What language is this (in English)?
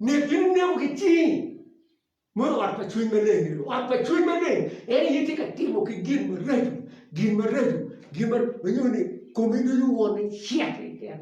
Acoli